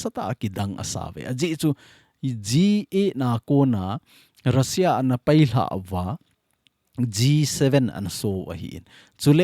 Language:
Thado Chin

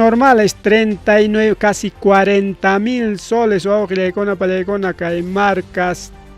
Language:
Ayacucho Quechua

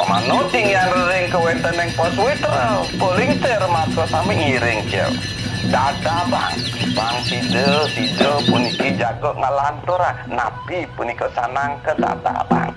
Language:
Balinese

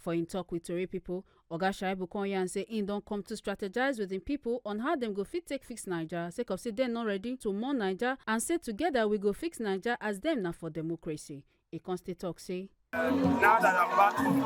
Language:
Nigerian Pidgin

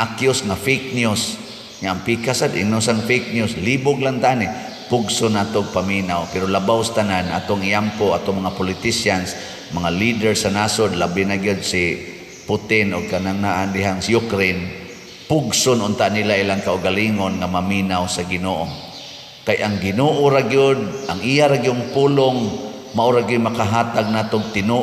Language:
Cebuano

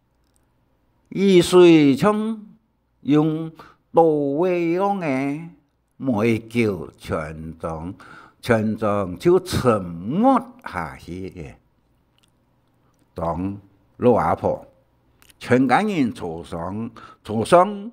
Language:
Hakka Chinese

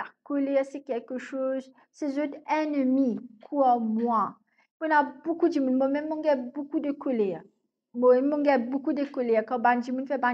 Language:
Morisyen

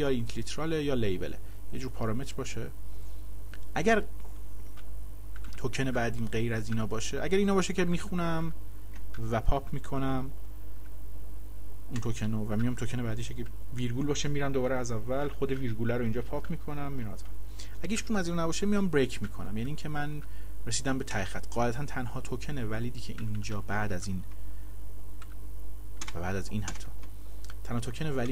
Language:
Persian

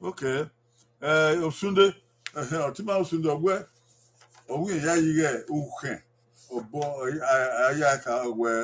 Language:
Bini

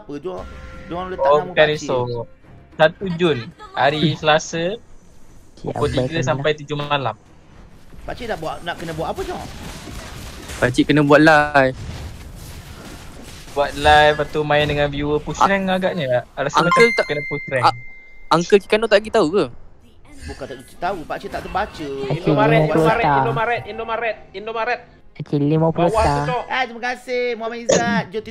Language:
Malay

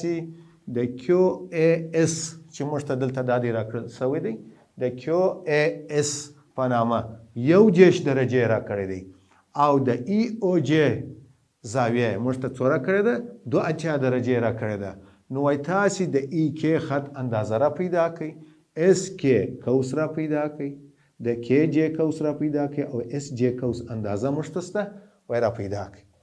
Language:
Pashto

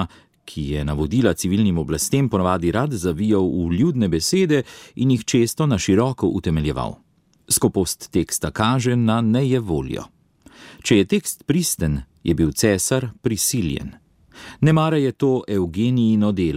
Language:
Slovenian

